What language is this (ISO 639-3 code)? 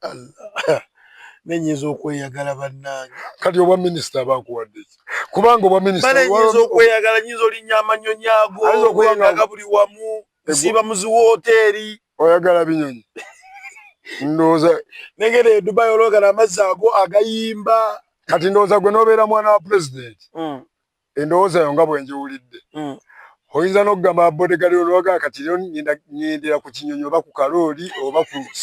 lug